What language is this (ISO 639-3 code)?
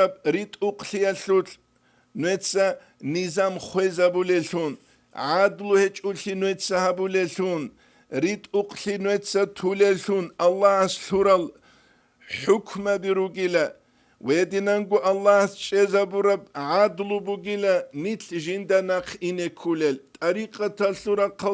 ava